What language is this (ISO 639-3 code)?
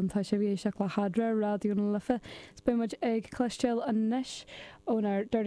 gle